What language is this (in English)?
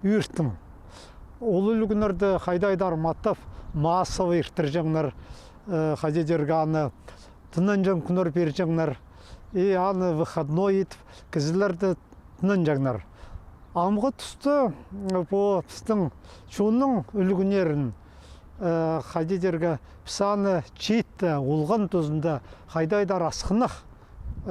Khakas